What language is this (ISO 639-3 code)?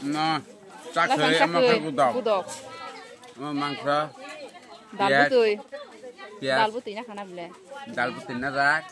trp